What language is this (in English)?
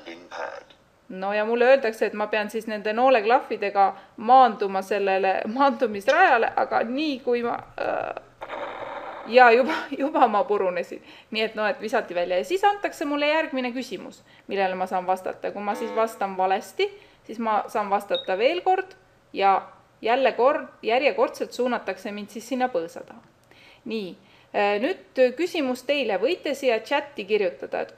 Estonian